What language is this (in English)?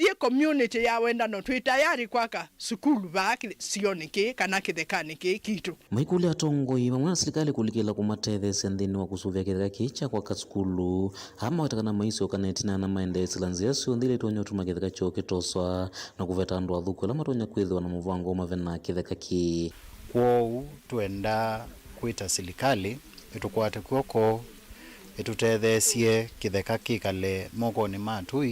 Kamba